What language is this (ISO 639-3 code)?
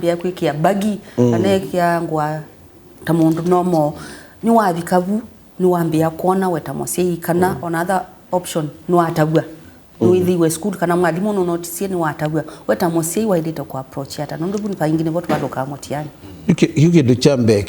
kam